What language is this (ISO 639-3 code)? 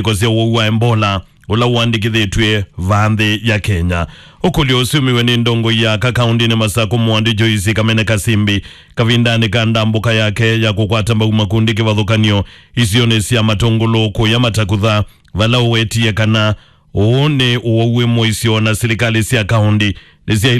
kam